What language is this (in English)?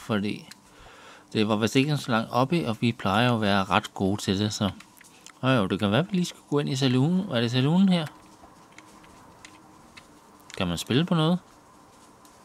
Danish